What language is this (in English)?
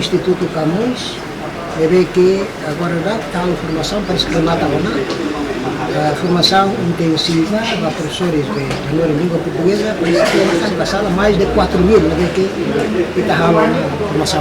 Tetum